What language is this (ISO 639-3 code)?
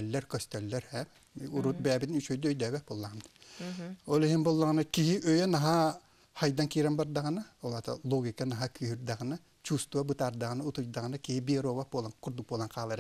sah